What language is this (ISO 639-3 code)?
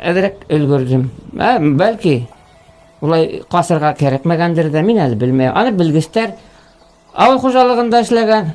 bak